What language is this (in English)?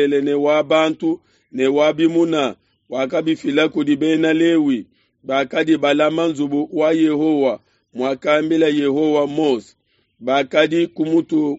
Luba-Lulua